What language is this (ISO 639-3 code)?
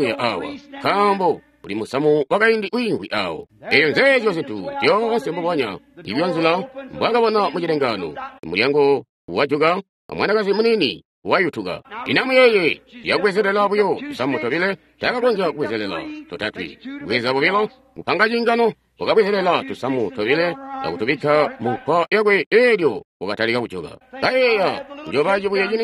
toi